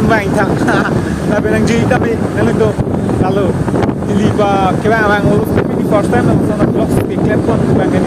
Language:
Karbi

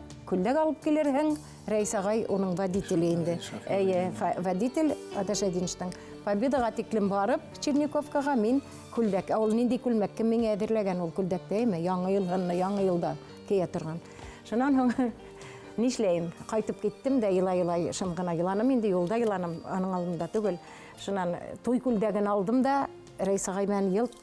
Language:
Bashkir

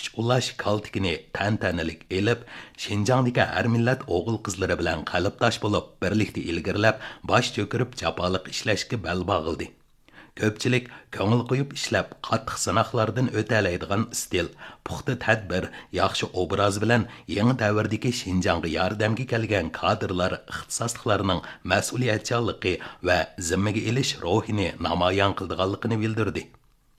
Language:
Uyghur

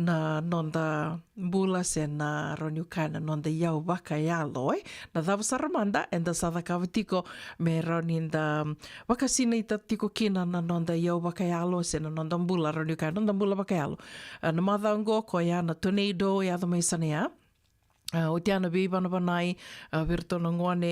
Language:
Fijian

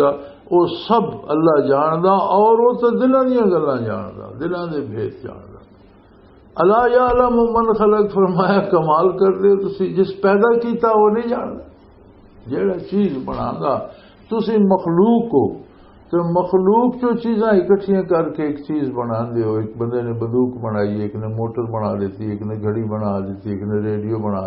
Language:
Western Panjabi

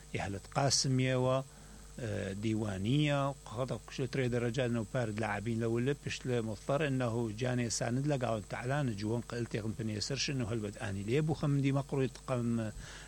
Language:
Mesopotamian Arabic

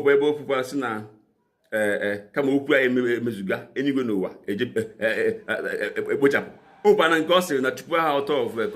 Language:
Igbo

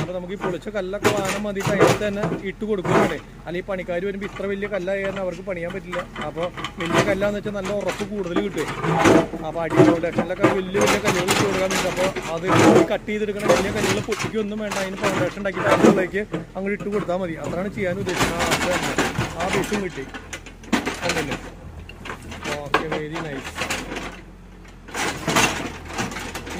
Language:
Malayalam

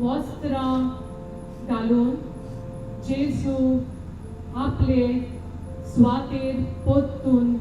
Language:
Konkani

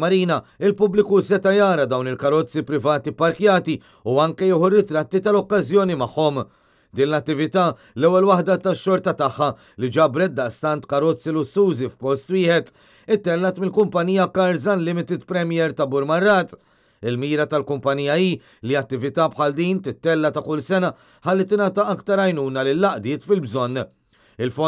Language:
Maltese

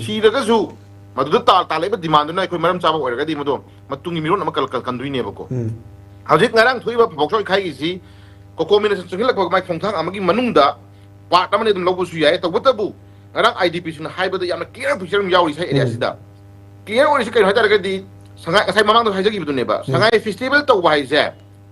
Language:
Manipuri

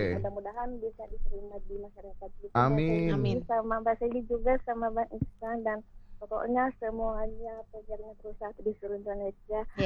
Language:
Indonesian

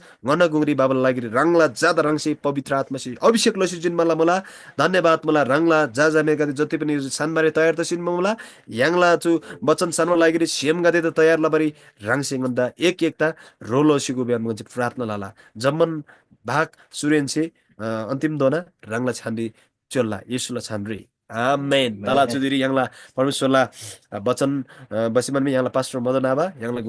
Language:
Eastern Tamang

